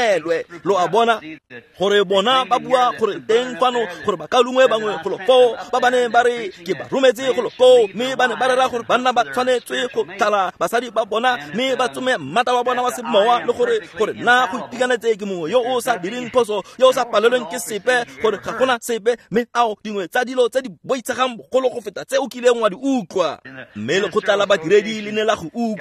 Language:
Tswana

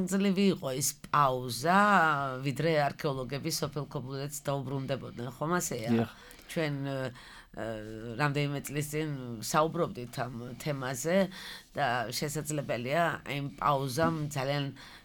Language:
Georgian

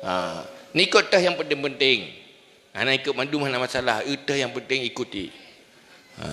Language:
Achinese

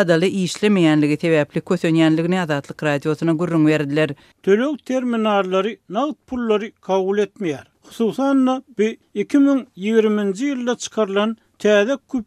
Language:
Turkmen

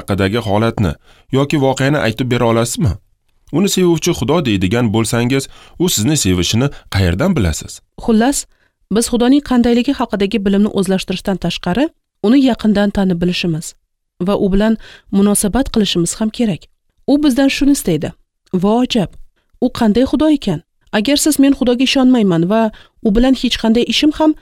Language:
Uzbek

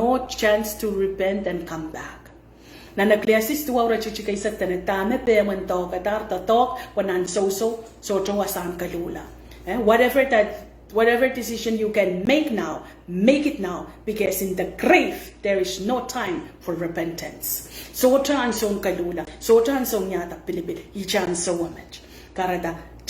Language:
Pohnpeian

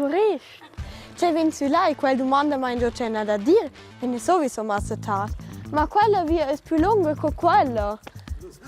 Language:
Romansh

